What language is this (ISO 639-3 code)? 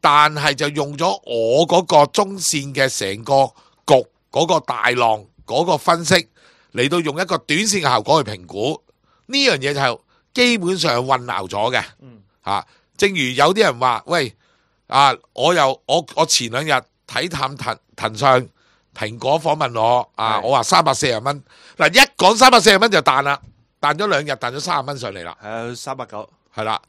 yue